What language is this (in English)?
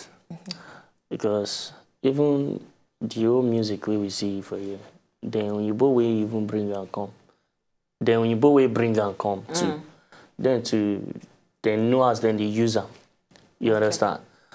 Nigerian Pidgin